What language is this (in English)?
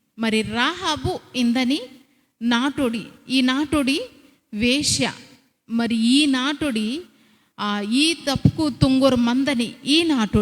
Koya